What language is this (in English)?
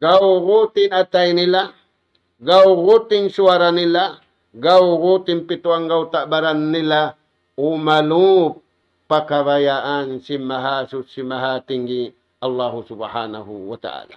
Tausug